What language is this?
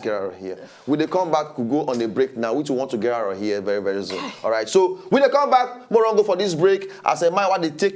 Nigerian Pidgin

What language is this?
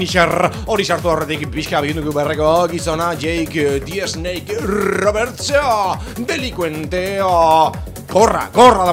Basque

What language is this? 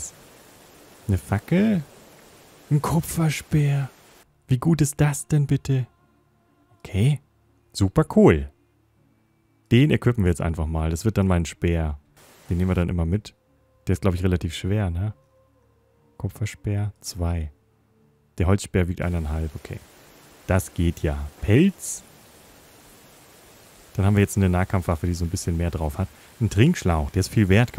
German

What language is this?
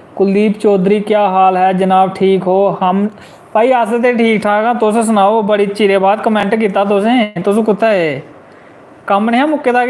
Dogri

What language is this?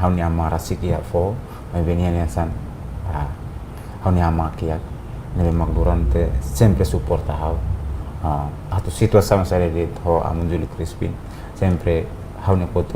Tetum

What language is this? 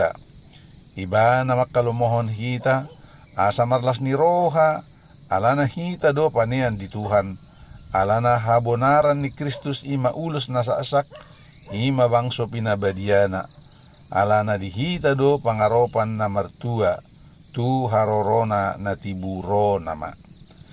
Batak Toba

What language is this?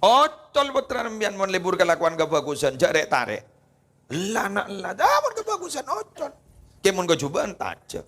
Madurese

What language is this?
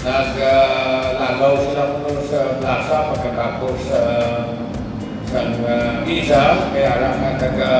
Hiligaynon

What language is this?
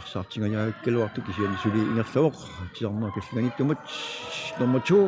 Kalaallisut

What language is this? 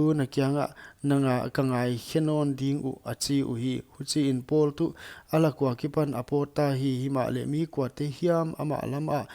Paite Chin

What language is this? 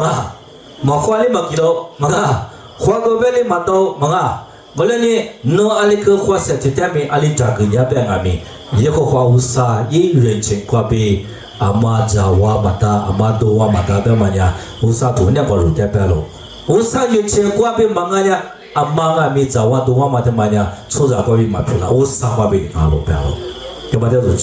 Lisu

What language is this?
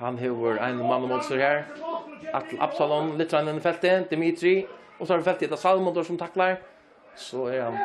Faroese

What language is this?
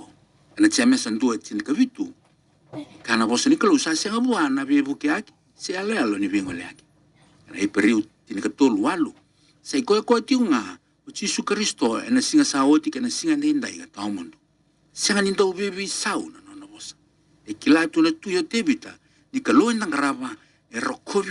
Fijian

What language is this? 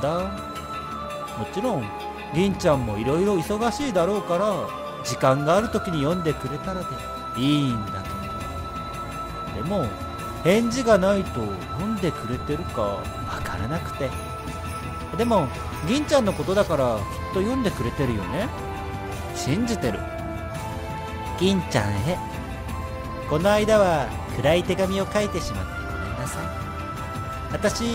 Japanese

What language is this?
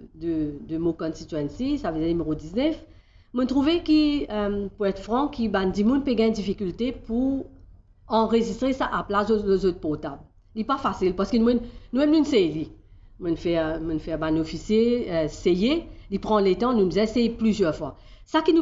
Morisyen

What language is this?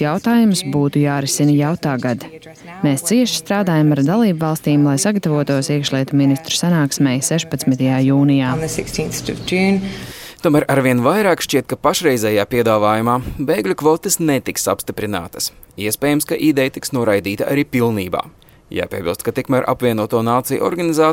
Latvian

